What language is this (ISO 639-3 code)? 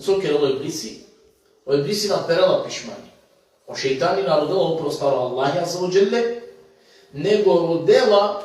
rmn